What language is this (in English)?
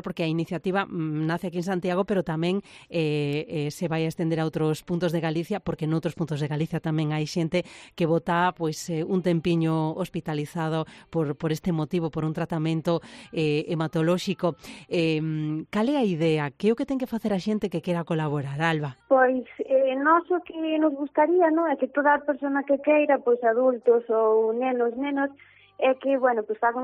Galician